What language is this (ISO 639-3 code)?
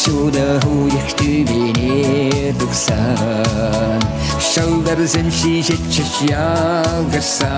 chv